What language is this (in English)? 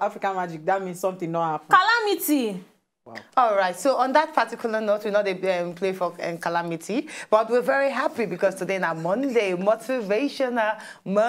Nigerian Pidgin